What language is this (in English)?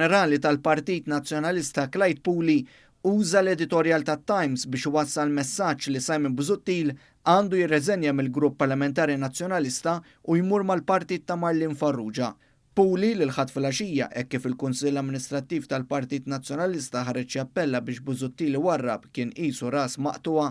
Maltese